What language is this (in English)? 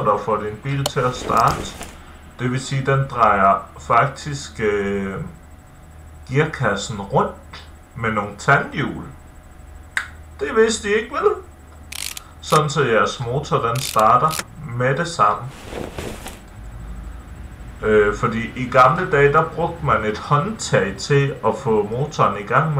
Danish